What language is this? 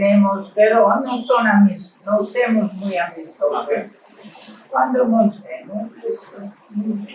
Ladino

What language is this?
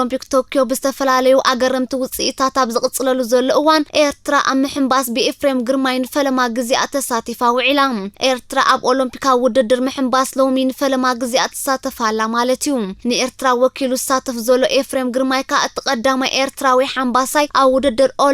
Tigrinya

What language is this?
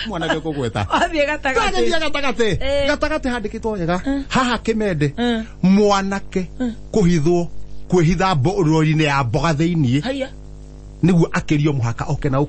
Kikuyu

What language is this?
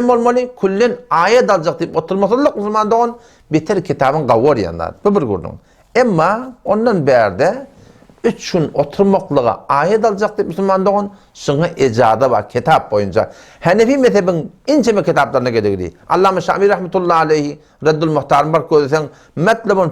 Turkmen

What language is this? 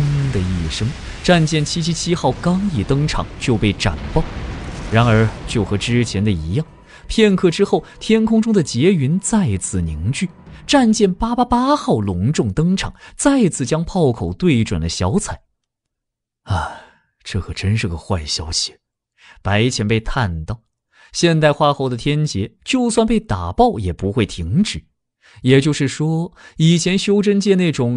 Chinese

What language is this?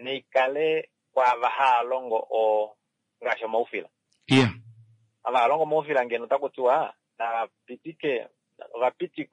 Kuanyama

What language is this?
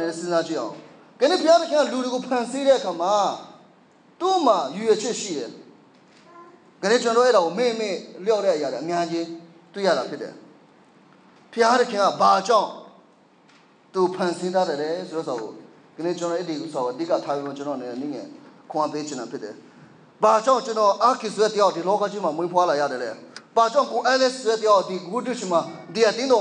Burmese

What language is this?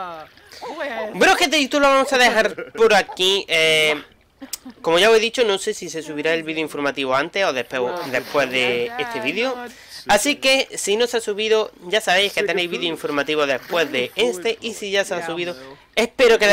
Spanish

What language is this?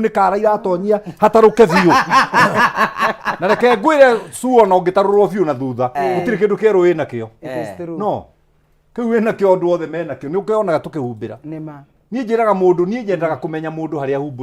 Kikuyu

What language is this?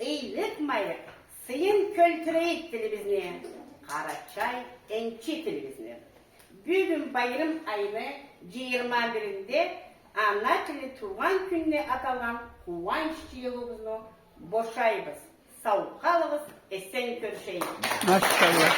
Karachay-Balkar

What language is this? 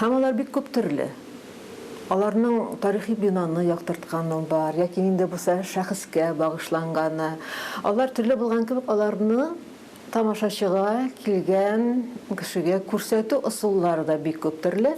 Tatar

